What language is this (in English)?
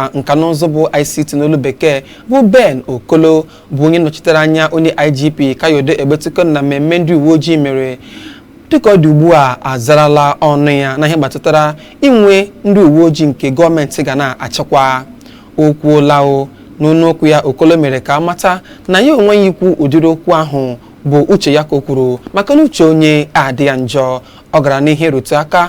Igbo